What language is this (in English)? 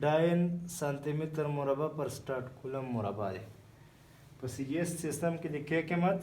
Pashto